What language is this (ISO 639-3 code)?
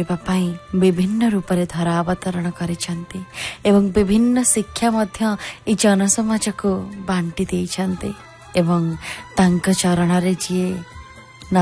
ori